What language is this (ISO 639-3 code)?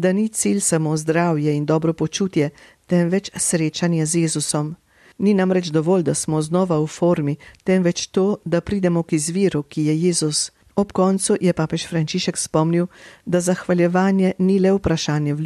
slv